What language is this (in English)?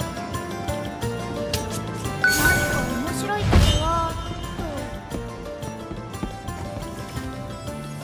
Japanese